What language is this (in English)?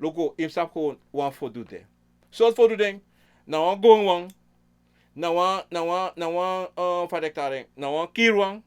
Sranan Tongo